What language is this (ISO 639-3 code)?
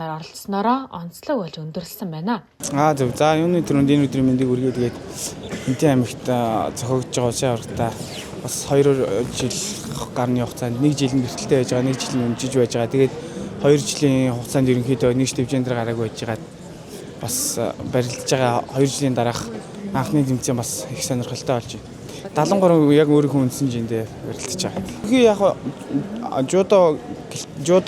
mon